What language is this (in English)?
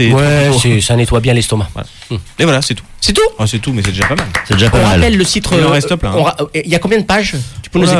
French